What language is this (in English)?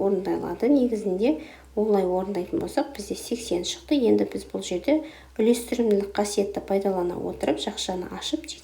Kazakh